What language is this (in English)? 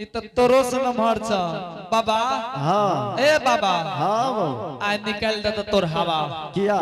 Angika